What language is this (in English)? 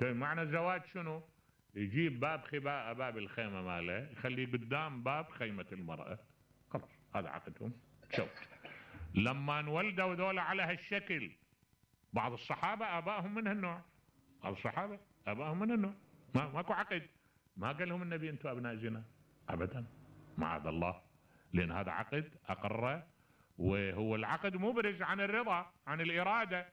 Mesopotamian Arabic